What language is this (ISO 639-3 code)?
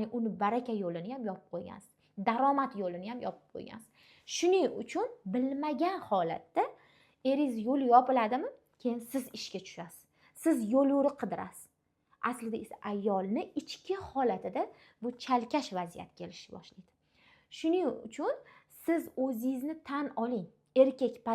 uzb